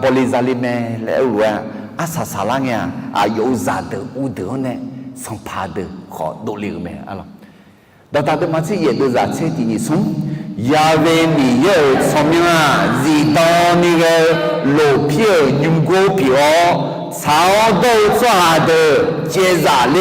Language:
Akha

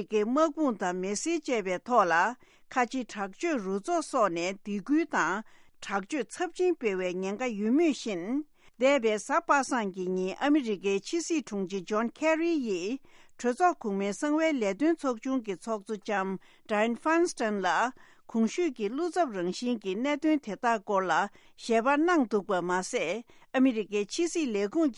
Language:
Tibetan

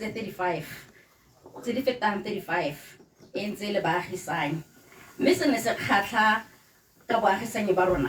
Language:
Tswana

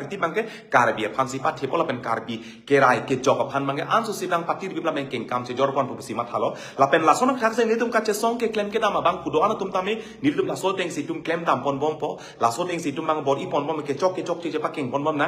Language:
Karbi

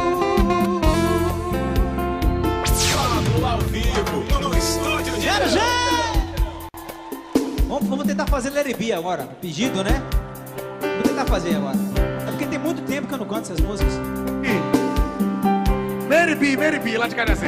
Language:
Portuguese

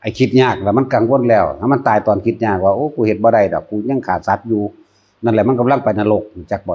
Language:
Northeastern Thai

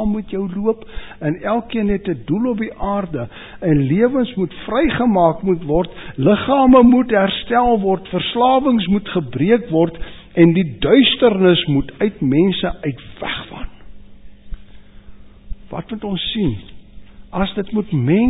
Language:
Afrikaans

